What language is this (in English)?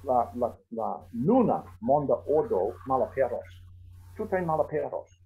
Esperanto